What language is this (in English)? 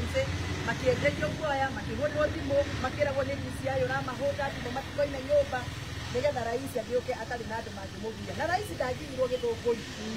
Kikuyu